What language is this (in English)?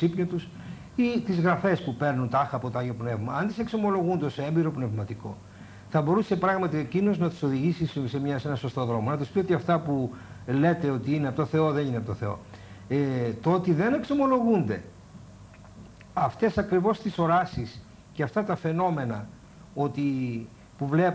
Greek